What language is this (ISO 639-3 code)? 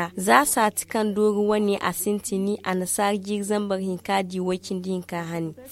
dje